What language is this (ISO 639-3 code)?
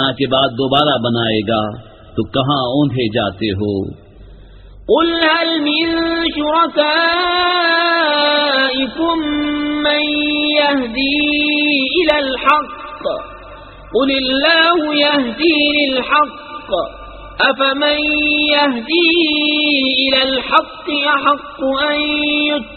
urd